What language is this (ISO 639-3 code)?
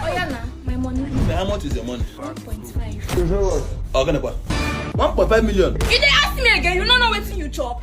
pcm